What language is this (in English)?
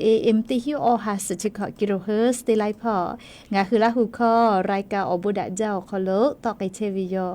Lahu